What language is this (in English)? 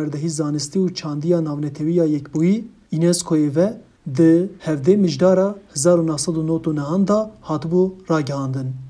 Kurdish